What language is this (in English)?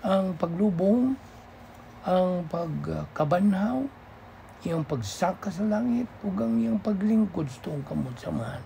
Cebuano